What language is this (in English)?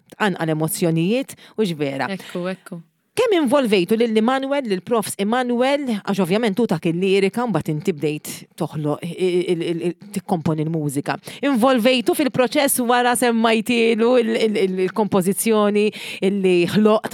Maltese